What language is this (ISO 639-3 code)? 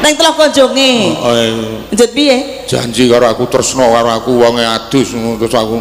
jav